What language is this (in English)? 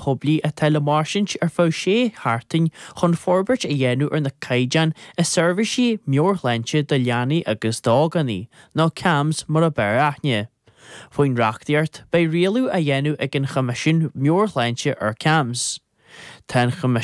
Irish